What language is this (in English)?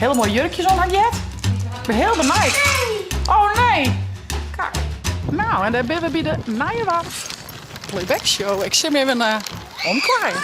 Western Frisian